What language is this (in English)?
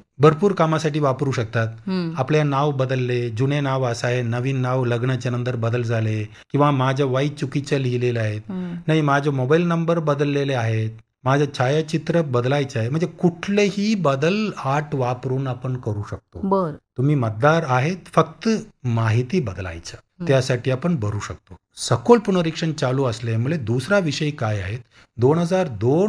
Marathi